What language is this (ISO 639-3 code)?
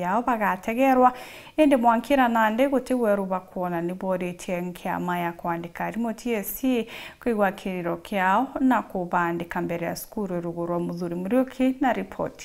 mer